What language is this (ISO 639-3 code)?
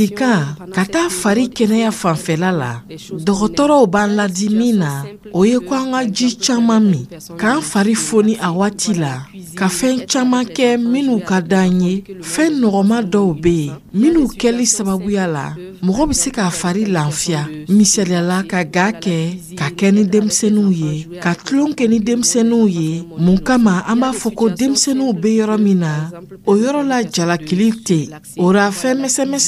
dyu